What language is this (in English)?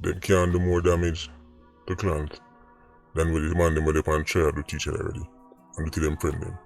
Jamaican Creole English